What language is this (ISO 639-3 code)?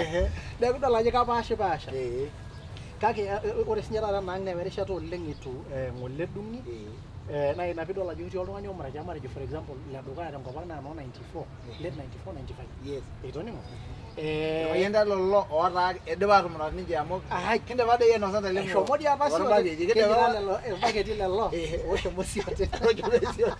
mas